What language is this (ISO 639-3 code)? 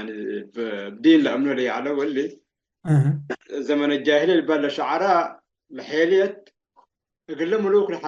tig